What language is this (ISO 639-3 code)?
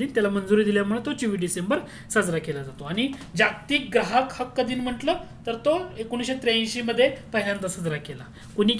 mar